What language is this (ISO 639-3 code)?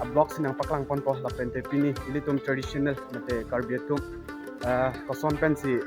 mjw